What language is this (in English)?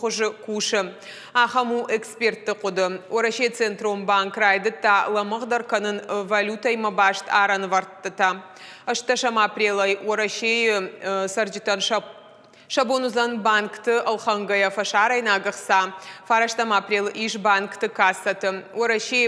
Ossetic